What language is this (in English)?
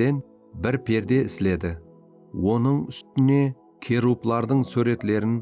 Kara-Kalpak